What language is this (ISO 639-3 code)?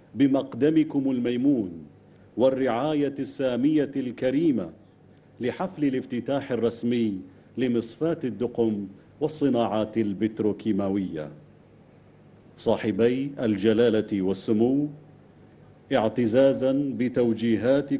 ara